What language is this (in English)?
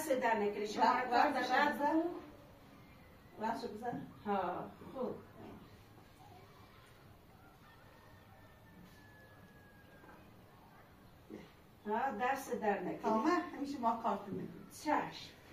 Persian